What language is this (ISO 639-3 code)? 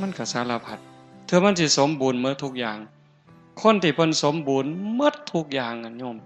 tts